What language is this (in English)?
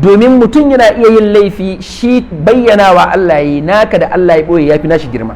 Hausa